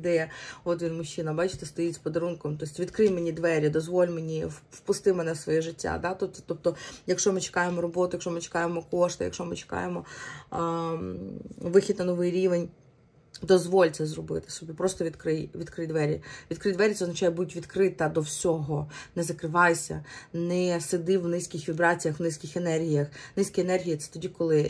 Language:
Ukrainian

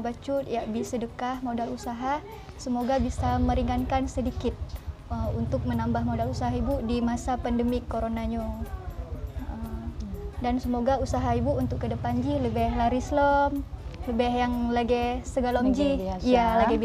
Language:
Achinese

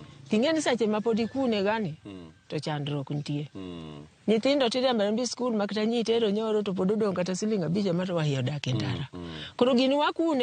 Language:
Luo (Kenya and Tanzania)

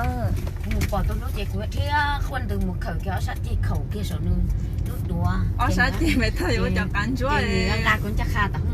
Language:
Hmong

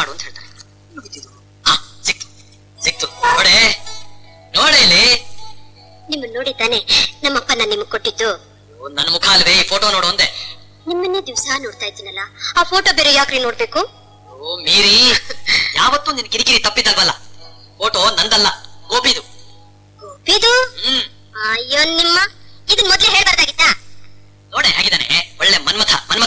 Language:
Kannada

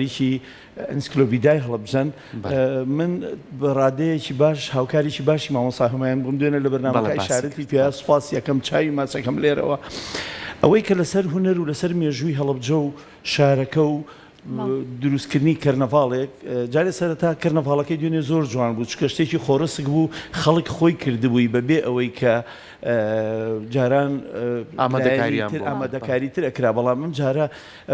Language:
Central Kurdish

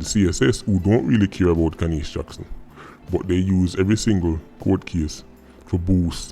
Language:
Jamaican Creole English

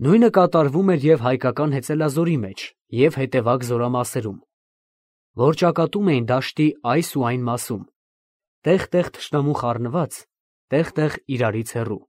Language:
Armenian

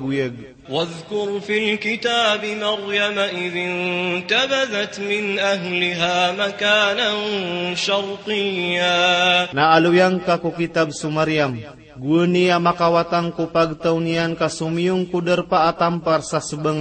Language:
Maranao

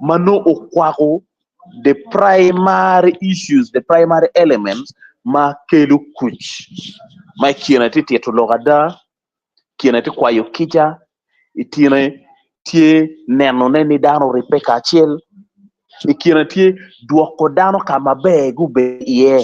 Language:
Acoli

